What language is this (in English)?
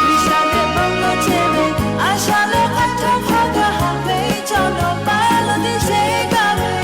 Lahu